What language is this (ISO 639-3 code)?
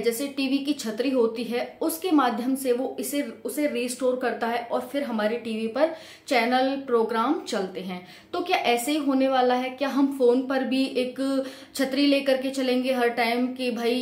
hin